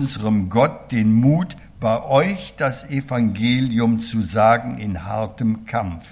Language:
German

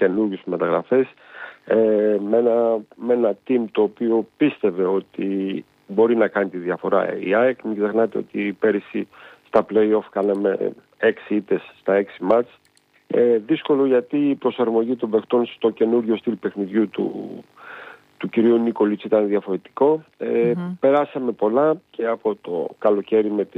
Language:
Greek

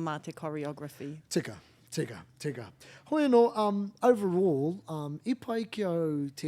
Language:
Māori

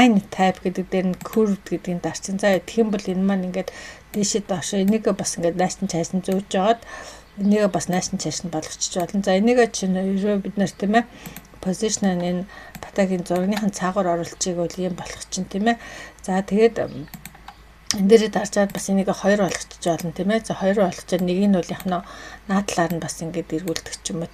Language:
Mongolian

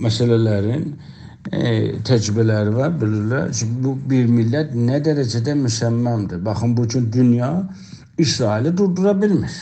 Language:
South Azerbaijani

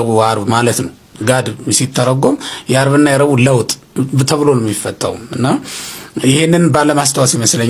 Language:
Amharic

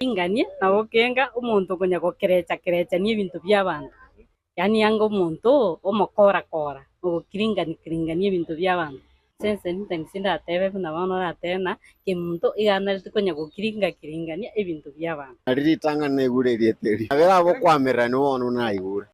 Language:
Gusii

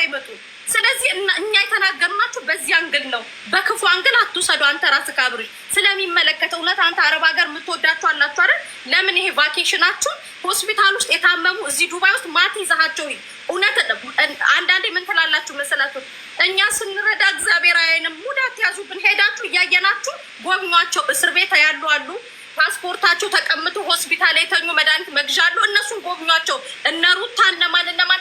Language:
Amharic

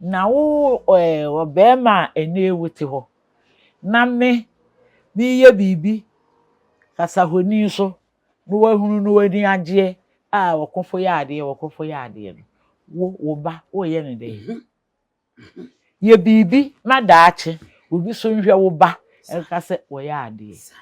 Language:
Akan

